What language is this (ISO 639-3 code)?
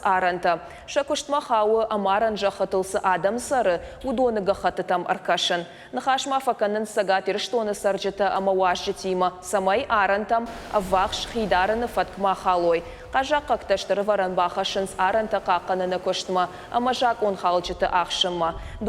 oss